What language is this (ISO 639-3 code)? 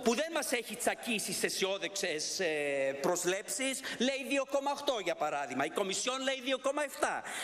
ell